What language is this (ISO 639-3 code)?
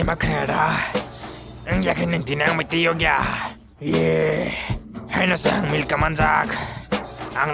trp